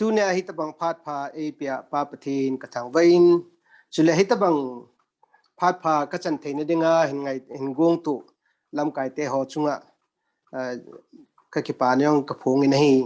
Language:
Thado Chin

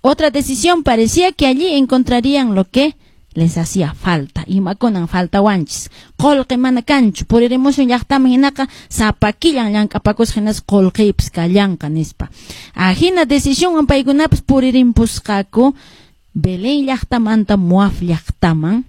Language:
Quechua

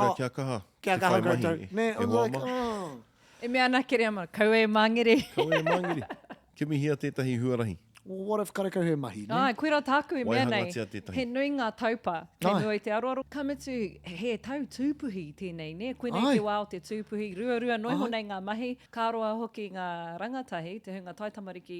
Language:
Māori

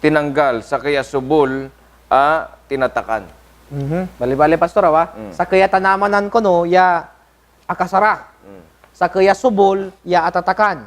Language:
Pangasinan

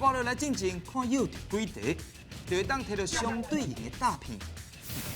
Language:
Min Nan Chinese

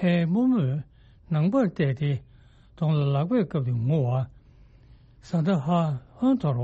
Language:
Tibetan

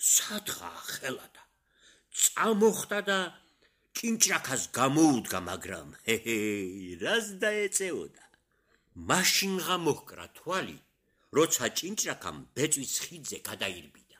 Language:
Georgian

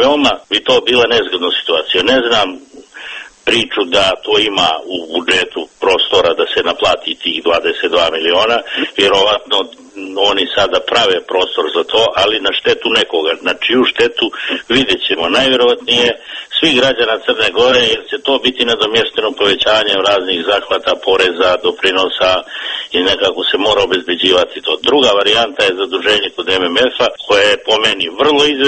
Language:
Serbian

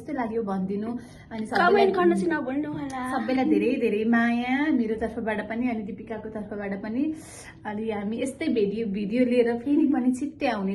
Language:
Nepali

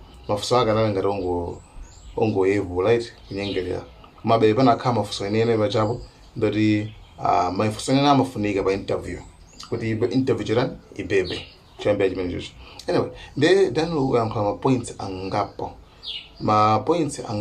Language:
Nyanja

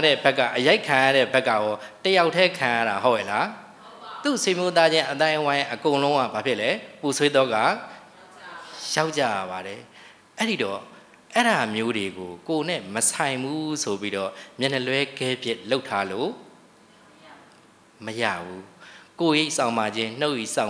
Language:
Burmese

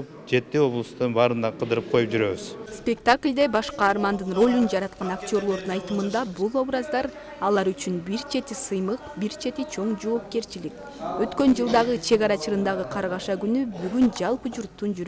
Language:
Kyrgyz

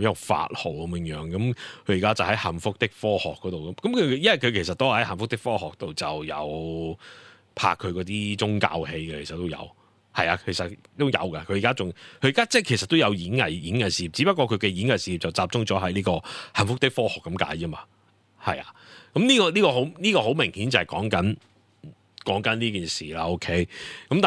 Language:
Cantonese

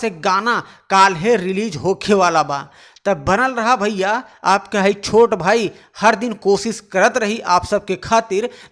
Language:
Bhojpuri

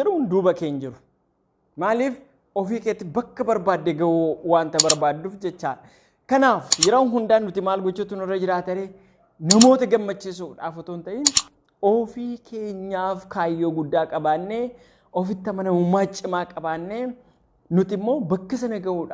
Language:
Oromo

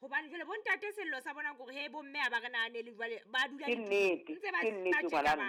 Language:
Southern Sotho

